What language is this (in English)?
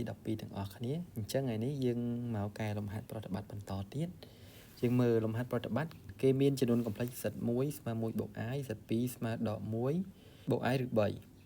Khmer